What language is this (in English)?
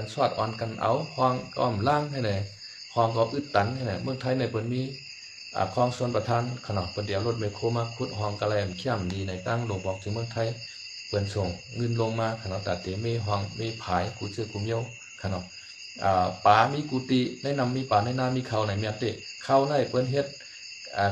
Shan